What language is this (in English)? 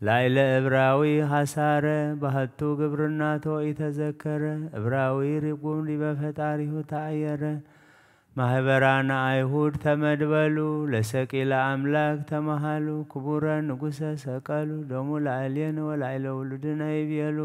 Geez